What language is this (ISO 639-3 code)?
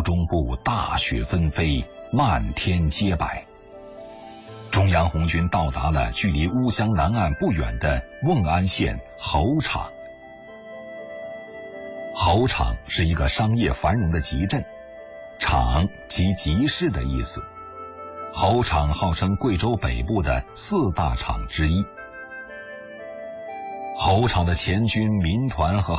zho